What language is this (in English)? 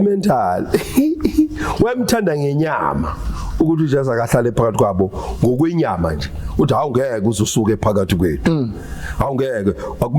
Zulu